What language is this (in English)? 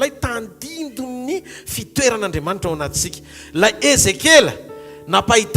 Malagasy